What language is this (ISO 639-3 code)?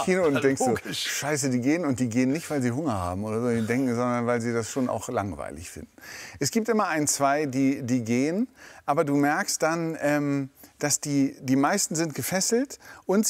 deu